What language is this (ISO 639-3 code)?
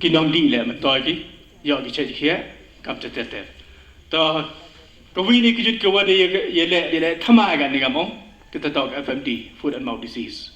pbv